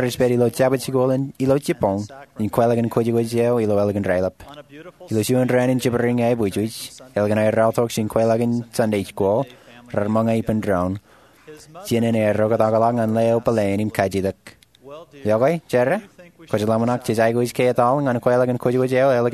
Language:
Marshallese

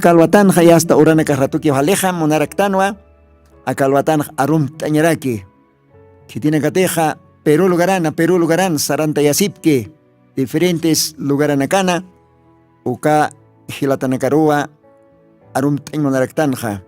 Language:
Aymara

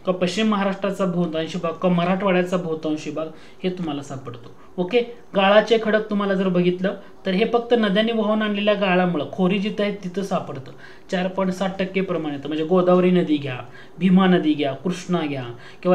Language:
Marathi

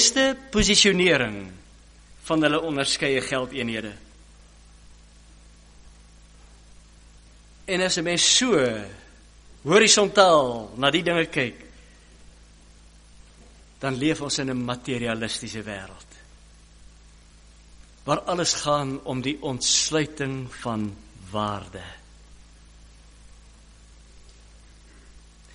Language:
Afrikaans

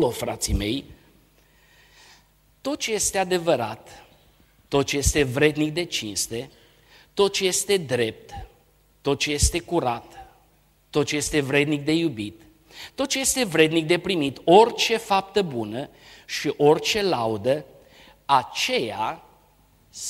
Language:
Romanian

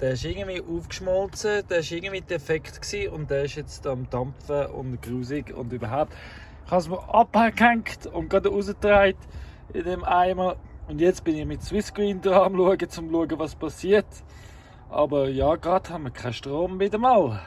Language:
Swiss German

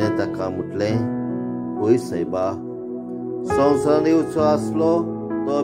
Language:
Konkani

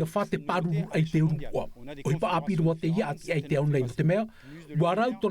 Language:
Tahitian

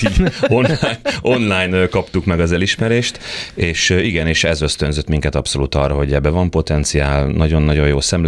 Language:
Hungarian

